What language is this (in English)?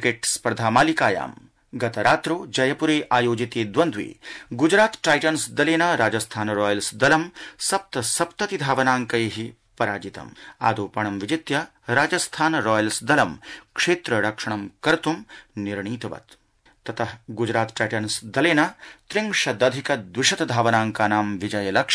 Sanskrit